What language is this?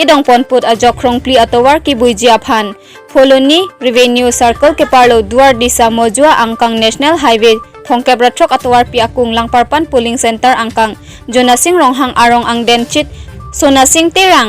Karbi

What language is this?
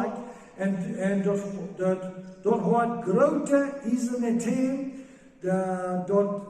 Plautdietsch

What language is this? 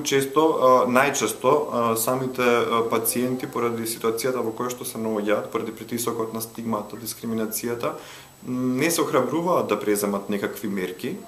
Macedonian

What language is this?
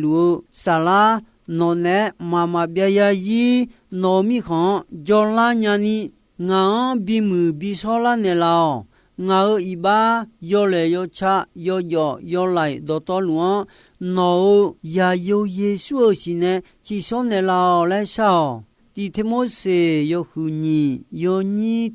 Akha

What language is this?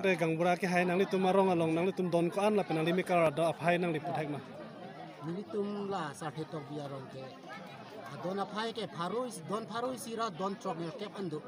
Karbi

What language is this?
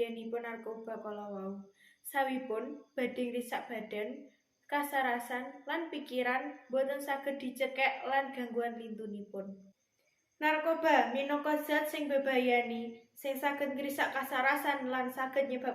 Javanese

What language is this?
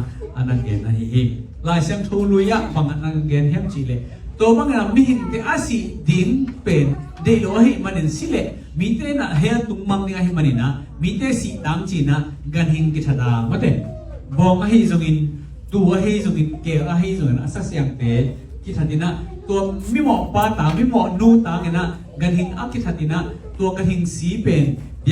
Tedim Chin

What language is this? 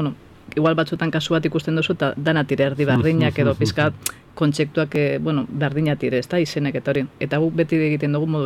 Basque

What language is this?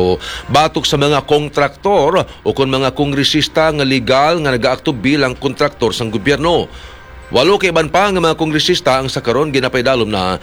Hiligaynon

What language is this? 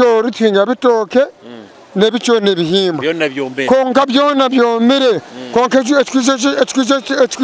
Nyoro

